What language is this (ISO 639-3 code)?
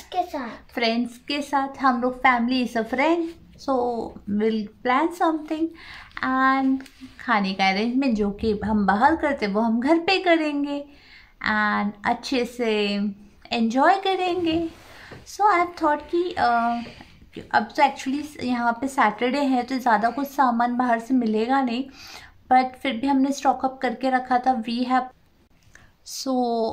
hin